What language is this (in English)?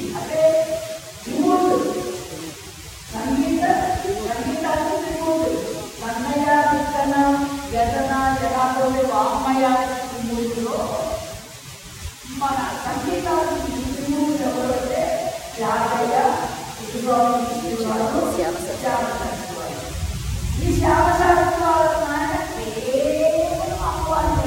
Telugu